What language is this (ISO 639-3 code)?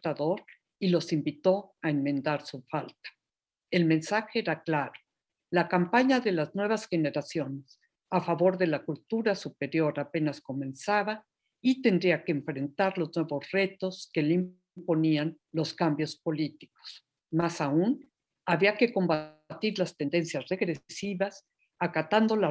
spa